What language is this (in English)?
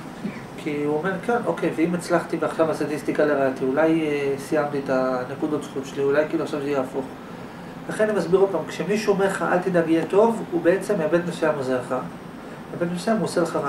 Hebrew